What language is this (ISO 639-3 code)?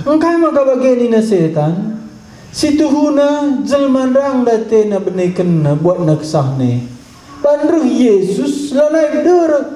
btx